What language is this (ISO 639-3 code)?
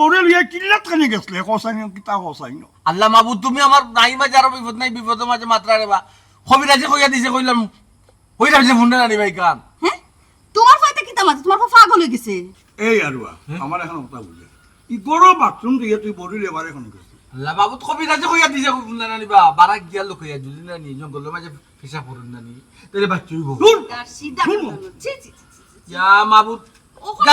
syl